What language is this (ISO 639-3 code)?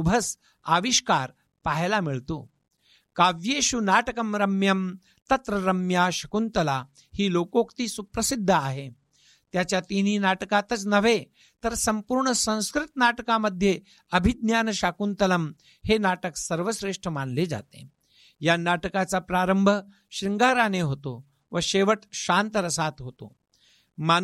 mar